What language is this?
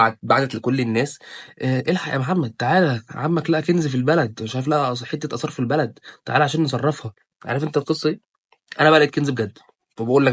Egyptian Arabic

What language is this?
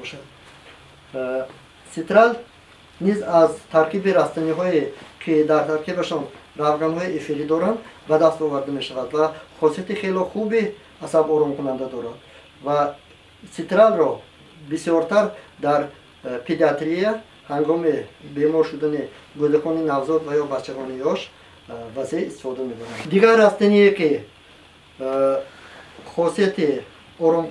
Tajik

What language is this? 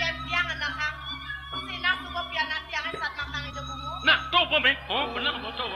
Balinese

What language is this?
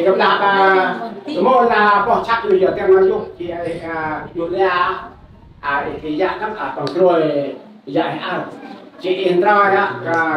Central Mnong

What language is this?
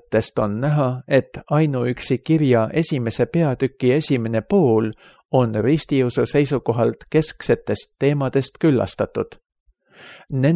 Estonian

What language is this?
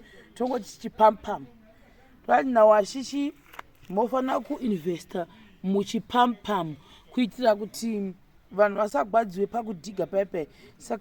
Shona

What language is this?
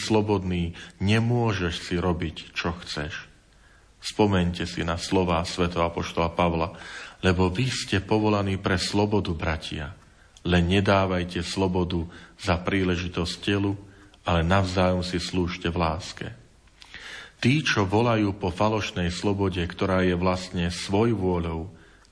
Slovak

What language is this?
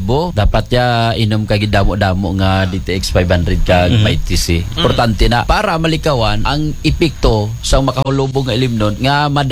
Hiligaynon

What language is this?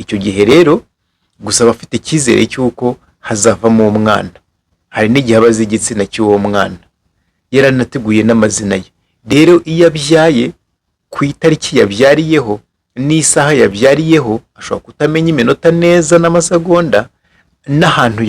Kinyarwanda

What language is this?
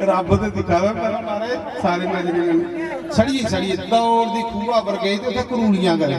Dogri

